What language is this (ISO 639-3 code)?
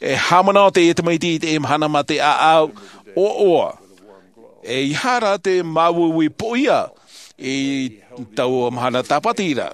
tah